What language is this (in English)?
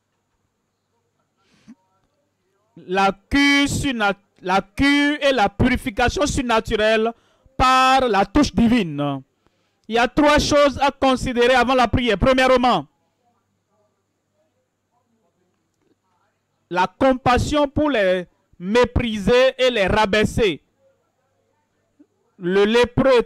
French